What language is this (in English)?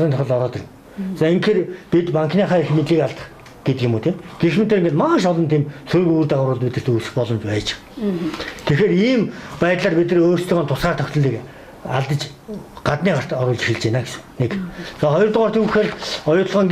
Mongolian